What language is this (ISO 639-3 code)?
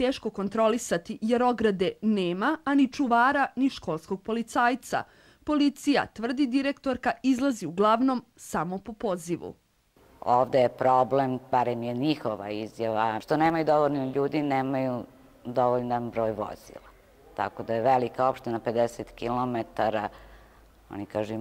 srp